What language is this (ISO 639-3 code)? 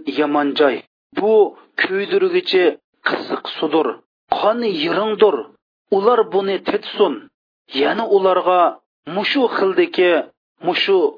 uig